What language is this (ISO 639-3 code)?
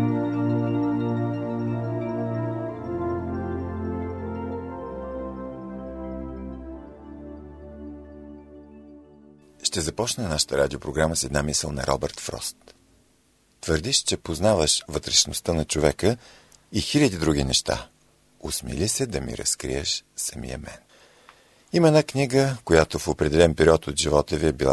bul